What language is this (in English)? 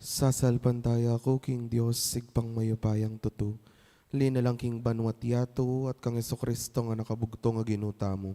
Pampanga